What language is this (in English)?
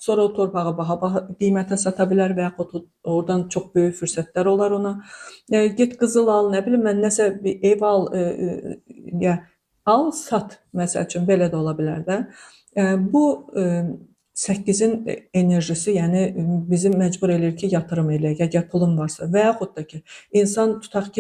Azerbaijani